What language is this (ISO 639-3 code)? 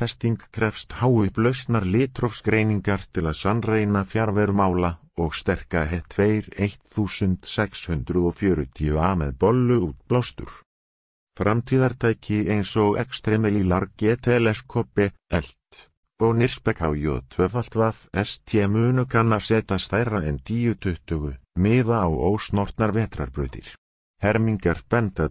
isl